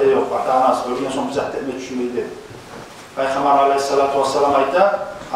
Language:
Kumyk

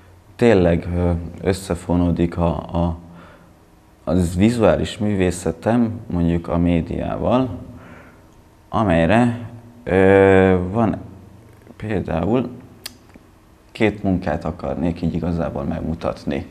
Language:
Hungarian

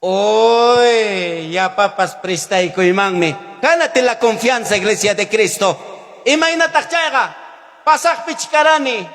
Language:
Ayacucho Quechua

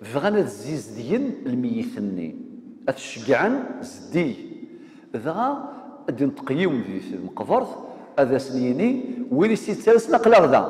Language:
Kabyle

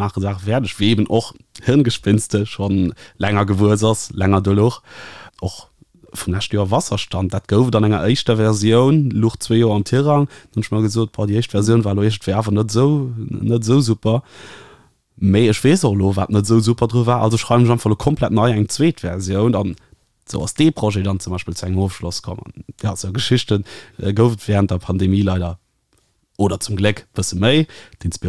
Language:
Luxembourgish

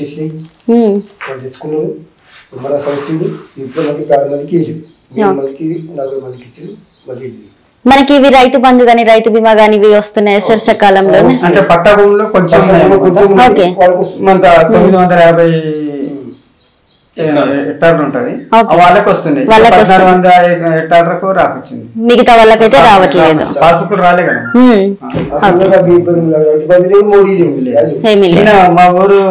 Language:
Telugu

